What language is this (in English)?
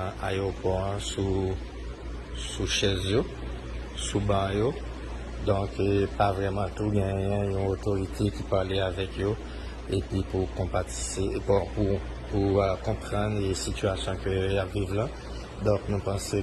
Haitian Creole